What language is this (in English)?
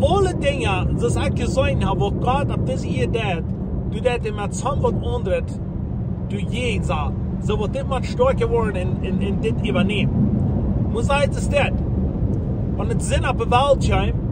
Plautdietsch